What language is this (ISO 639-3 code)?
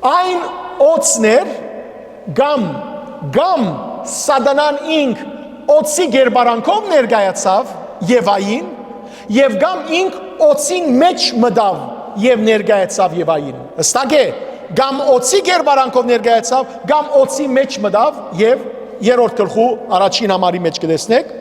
hyw